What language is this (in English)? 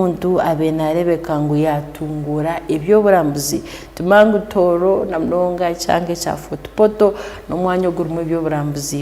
Tooro